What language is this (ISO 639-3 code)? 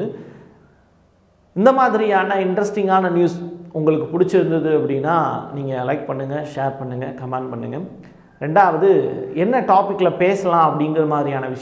tam